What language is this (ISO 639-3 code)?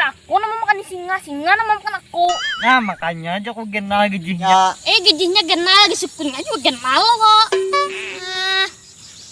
bjn